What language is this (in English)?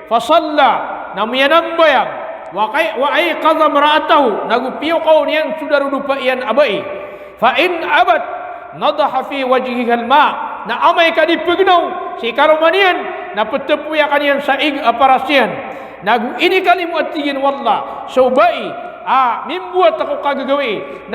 Maranao